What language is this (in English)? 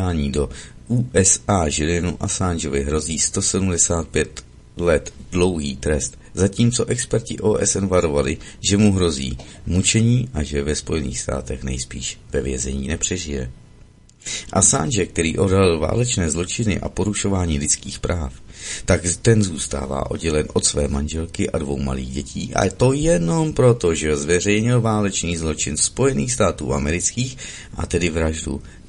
Czech